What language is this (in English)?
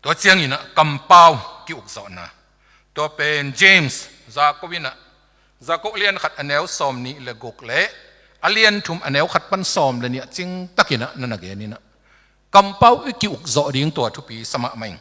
Tedim Chin